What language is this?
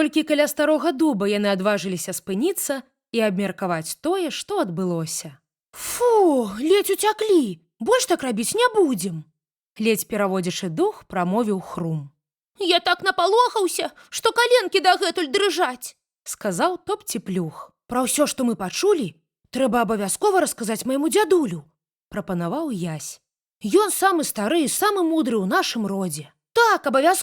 Belarusian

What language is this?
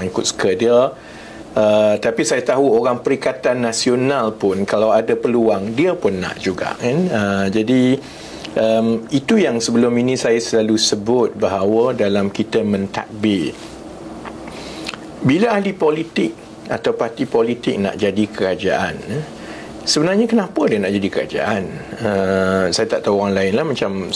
Malay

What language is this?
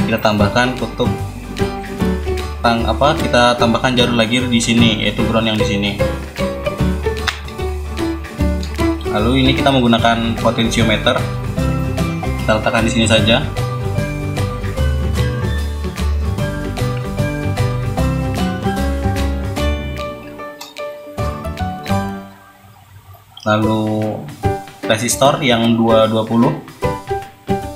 Indonesian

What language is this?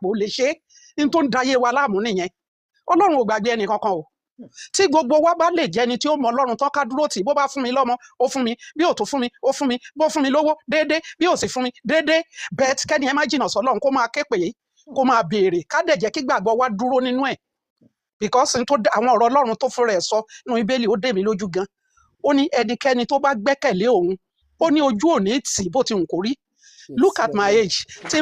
Yoruba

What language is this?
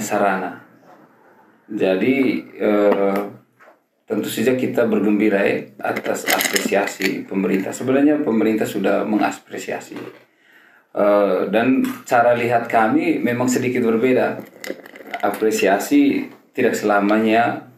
Indonesian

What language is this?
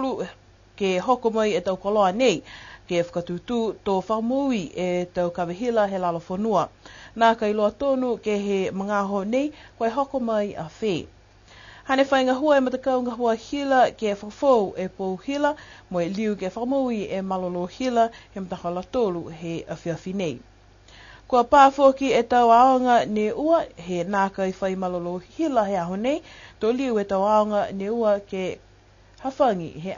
Niuean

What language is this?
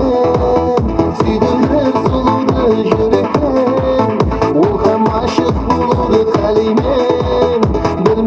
Kara-Kalpak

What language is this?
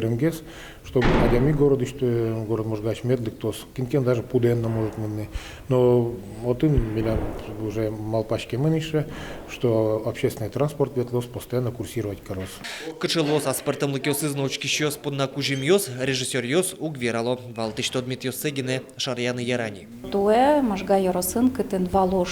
Udmurt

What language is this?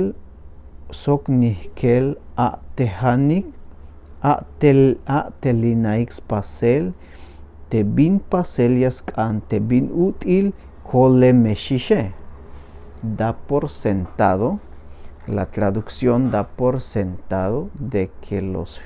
Tzeltal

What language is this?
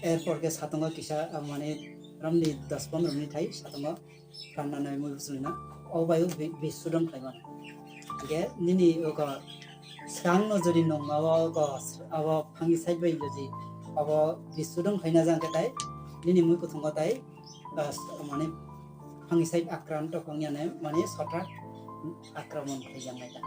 Kok Borok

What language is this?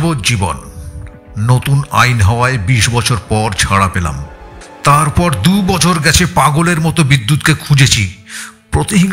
Bangla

